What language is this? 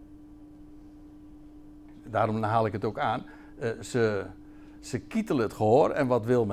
Dutch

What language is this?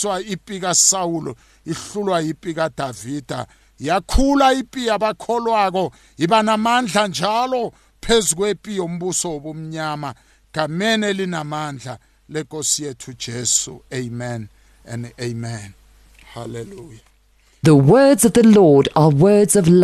South Ndebele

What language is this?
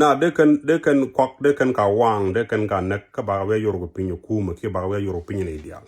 Nuer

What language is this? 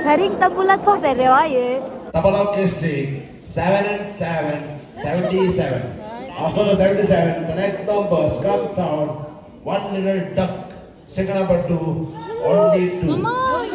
Tibetan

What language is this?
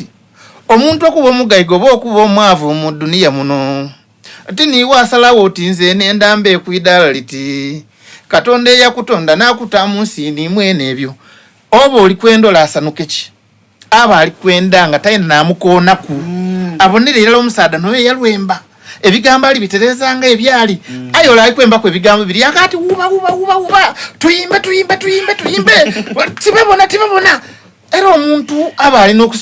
Soga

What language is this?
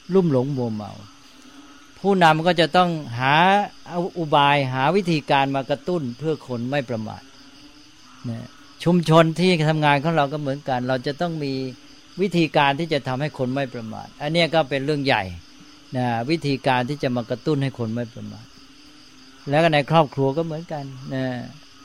Thai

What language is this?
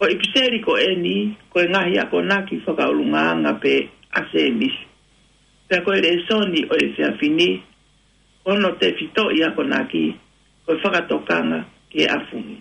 Tongan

